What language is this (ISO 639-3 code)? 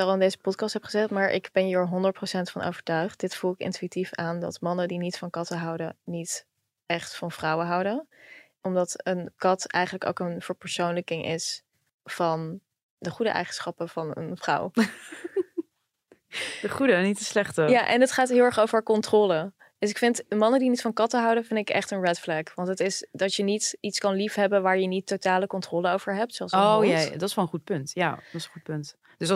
nld